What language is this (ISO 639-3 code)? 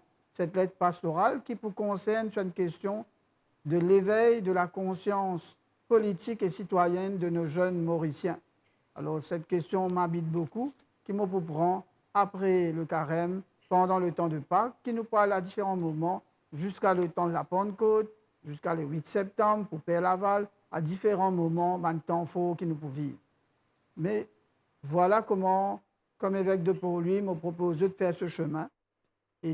mfe